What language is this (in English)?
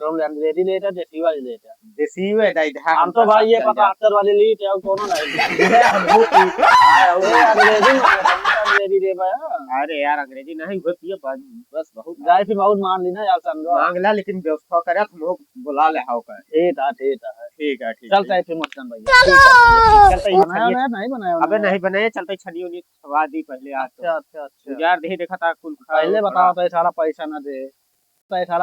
Awadhi